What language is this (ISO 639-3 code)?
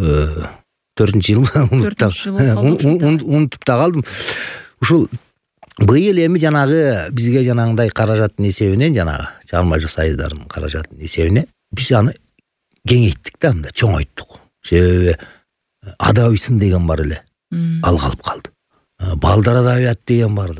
kir